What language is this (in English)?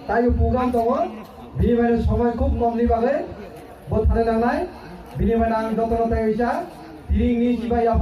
Kok Borok